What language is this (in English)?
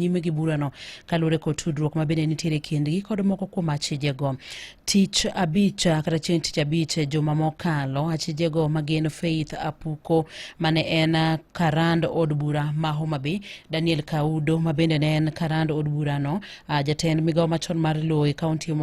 Luo (Kenya and Tanzania)